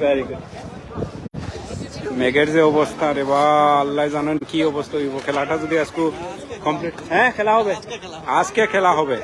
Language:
Sylheti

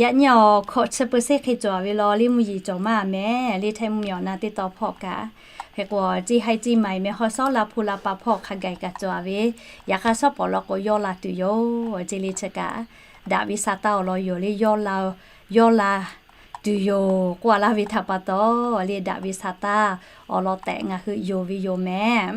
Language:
Lahu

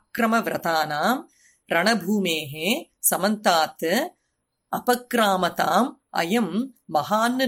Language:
Sanskrit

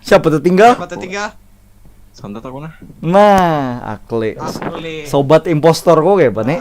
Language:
Banjar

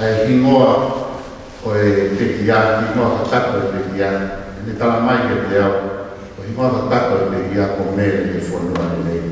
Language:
Tongan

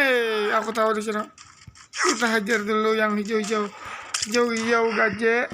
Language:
Banjar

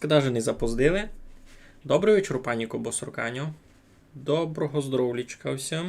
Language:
Rusyn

